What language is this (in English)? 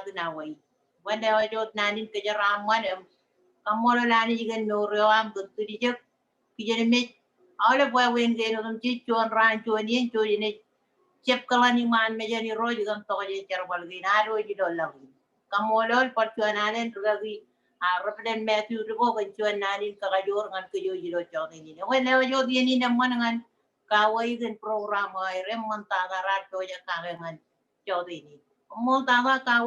Marshallese